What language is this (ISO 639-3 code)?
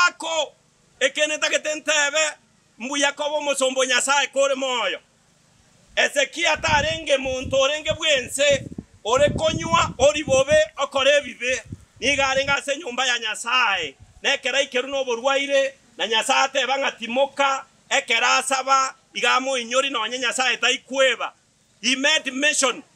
guz